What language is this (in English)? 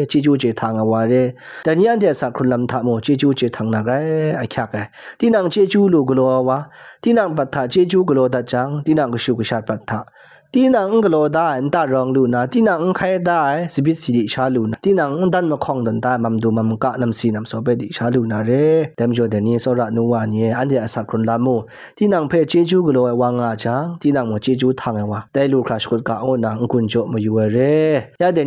Kachin